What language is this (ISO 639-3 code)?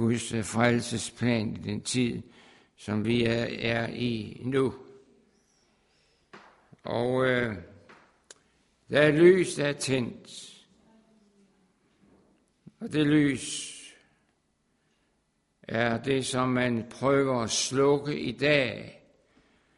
dan